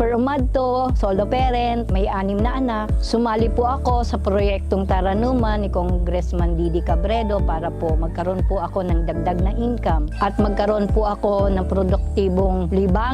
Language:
Bikol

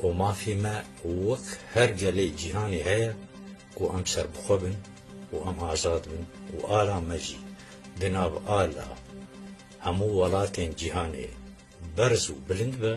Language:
Kurdish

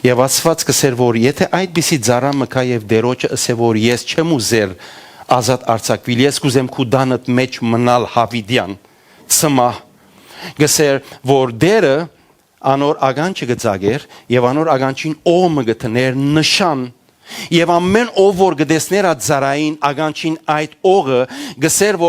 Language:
Western Armenian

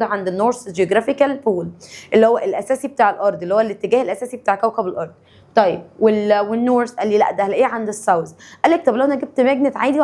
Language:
Egyptian Arabic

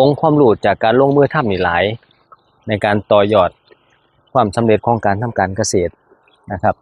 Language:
Northeastern Thai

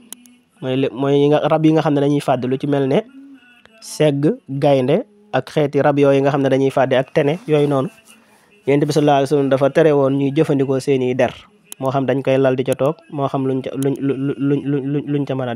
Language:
Wolof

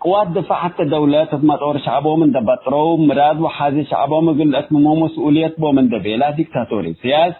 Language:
Tigre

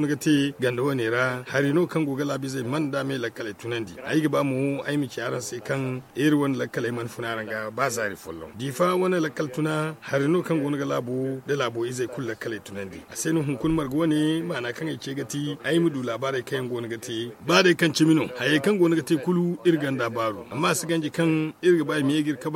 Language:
Zarma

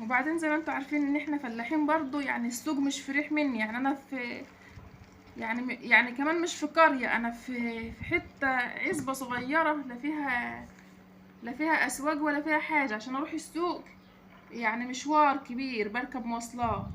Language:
Egyptian Arabic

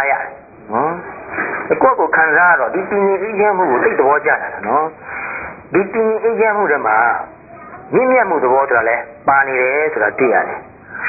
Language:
Burmese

